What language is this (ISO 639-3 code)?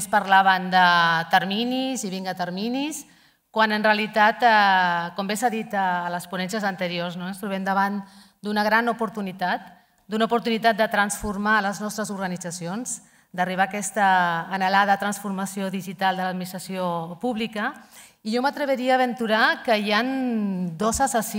cat